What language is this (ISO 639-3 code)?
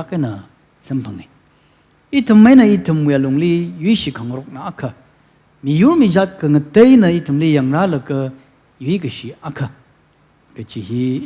nmf